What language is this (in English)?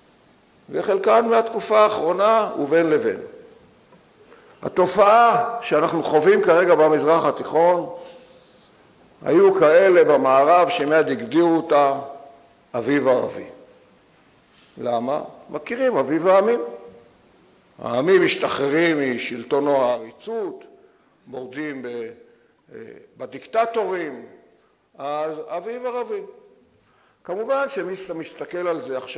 Hebrew